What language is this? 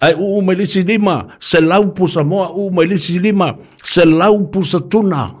Samoan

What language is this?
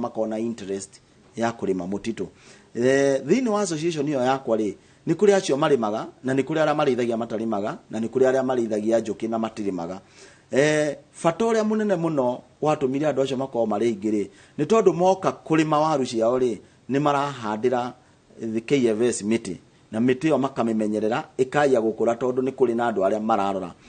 Kikuyu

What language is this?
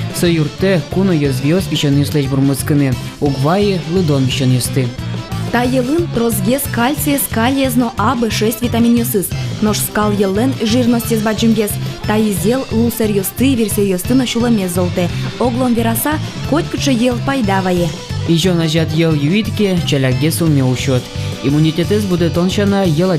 Udmurt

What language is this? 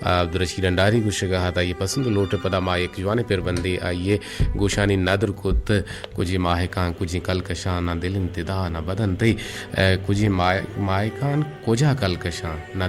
Eastern Balochi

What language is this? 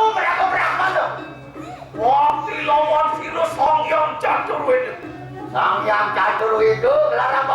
Balinese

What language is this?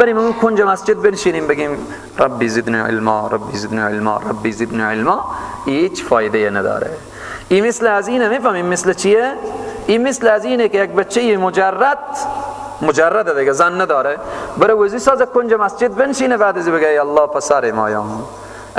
Persian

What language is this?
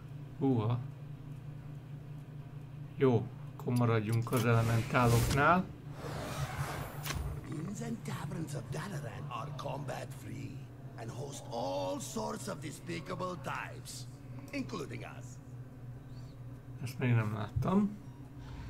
Hungarian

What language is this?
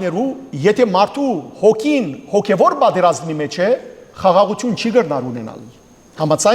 Western Armenian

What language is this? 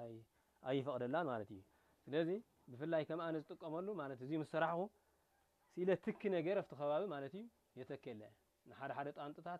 Tigrinya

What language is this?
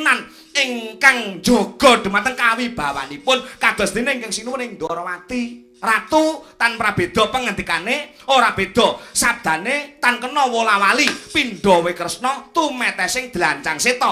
Javanese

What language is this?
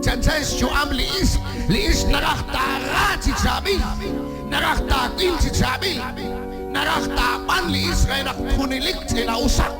Kekchí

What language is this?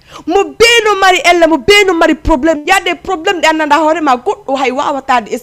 Fula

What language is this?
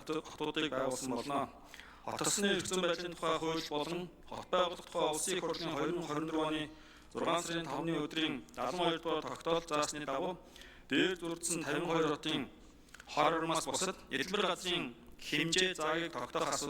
Mongolian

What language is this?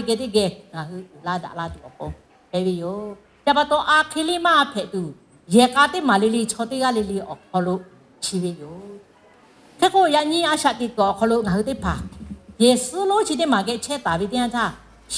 Lahu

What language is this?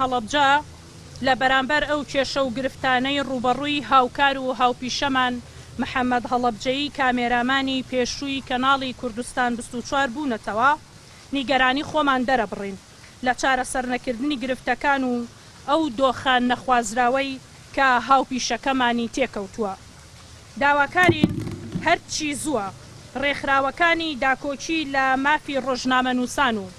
Central Kurdish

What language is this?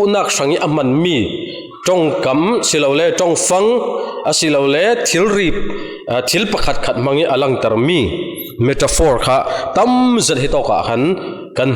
Falam Chin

